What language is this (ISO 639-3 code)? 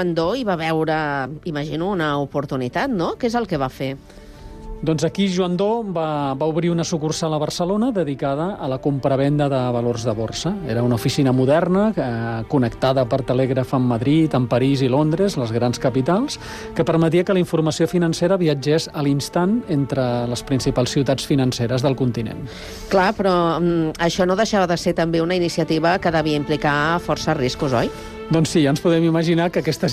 cat